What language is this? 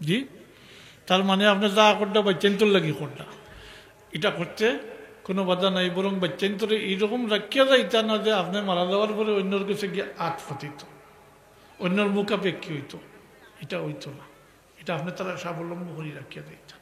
Sylheti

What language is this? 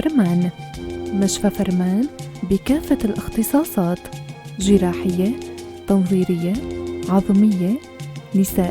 North Levantine Arabic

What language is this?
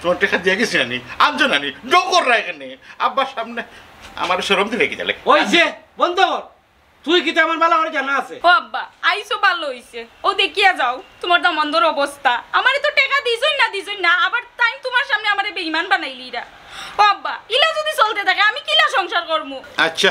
Sylheti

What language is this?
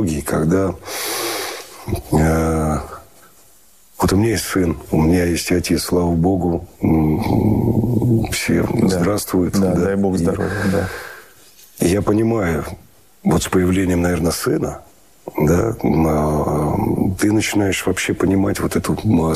Russian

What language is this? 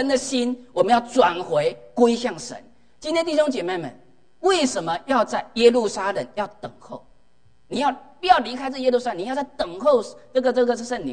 Chinese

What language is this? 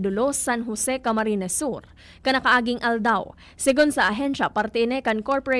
Bikol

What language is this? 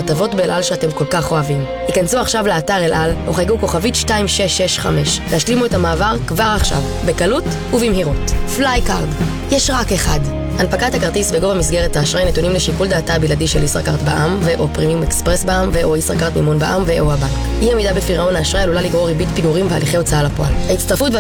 Hebrew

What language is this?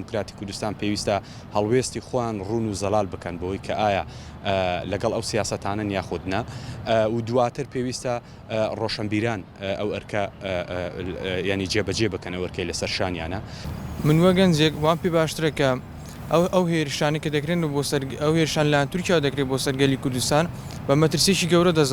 Central Kurdish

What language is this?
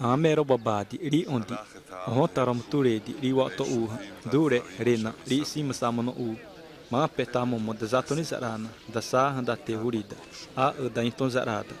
Xavánte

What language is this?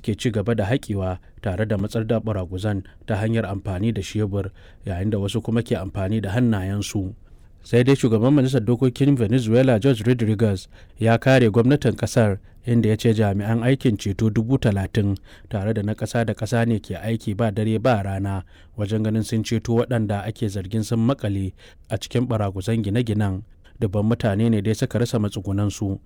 Hausa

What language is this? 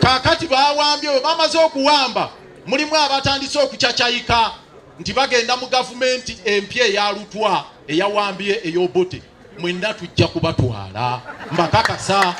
Ganda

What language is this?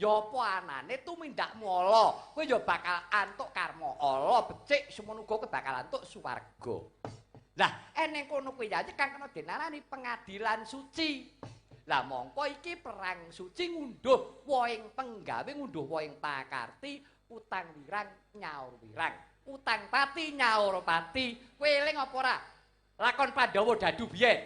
Javanese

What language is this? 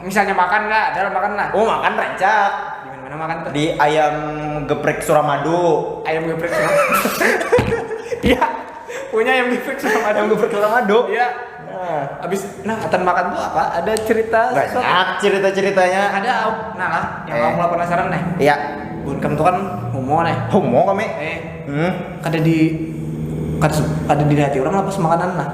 Banjar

